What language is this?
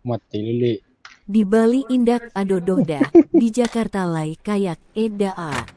Minangkabau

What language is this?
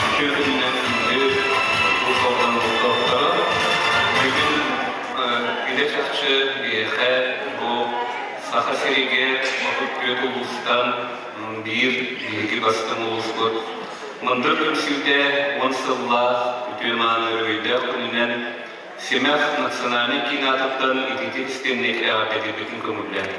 Yakut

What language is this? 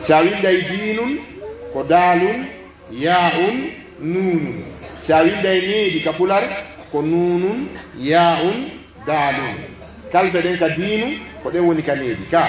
Pular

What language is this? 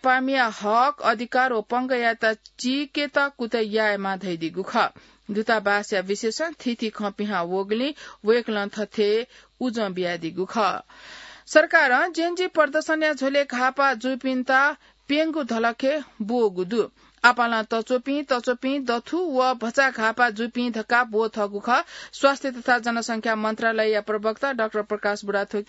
Newari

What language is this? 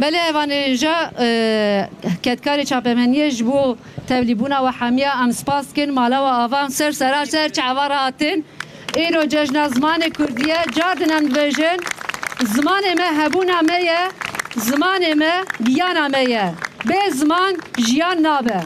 Kurdish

